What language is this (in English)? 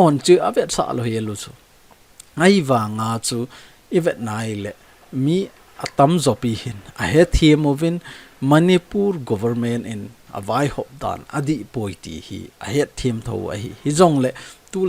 Thado Chin